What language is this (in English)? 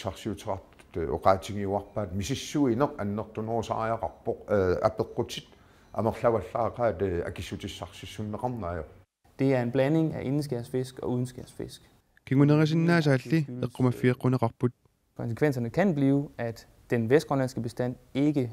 Kalaallisut